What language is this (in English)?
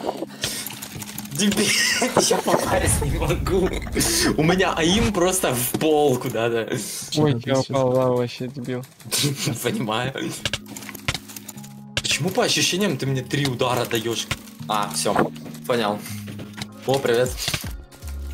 Russian